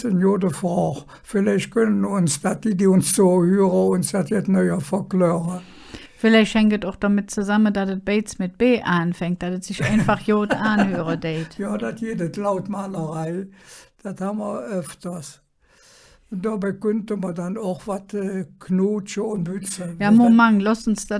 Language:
Colognian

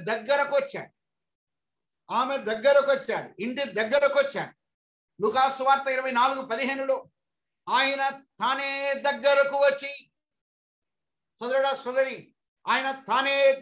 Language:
Telugu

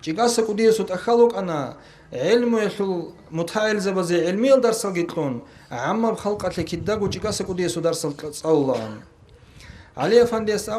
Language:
Avaric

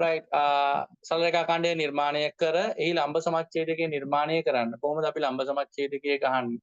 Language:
Sinhala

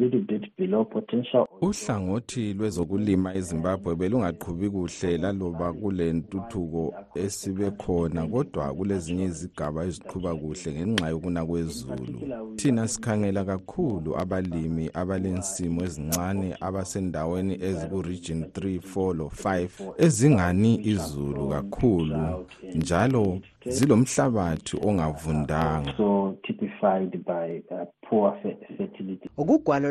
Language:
North Ndebele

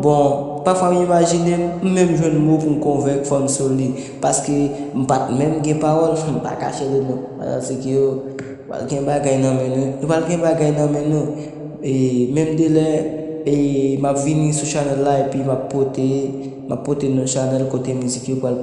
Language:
Haitian Creole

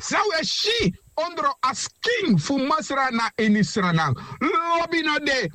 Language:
Sranan Tongo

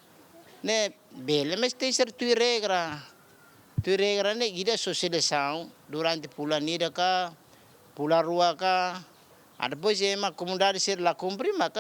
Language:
Tetum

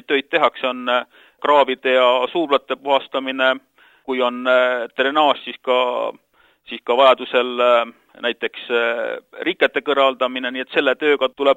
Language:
Estonian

